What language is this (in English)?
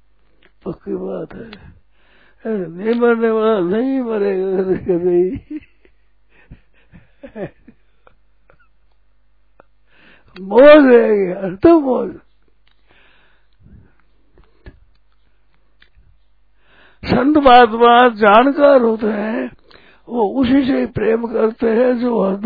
Hindi